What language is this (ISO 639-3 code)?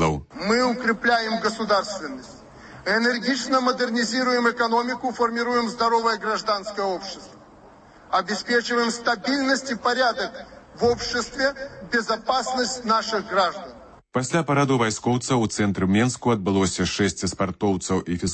bel